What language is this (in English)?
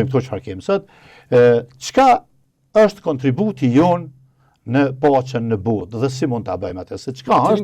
Albanian